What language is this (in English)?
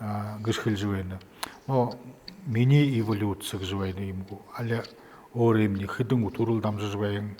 Buriat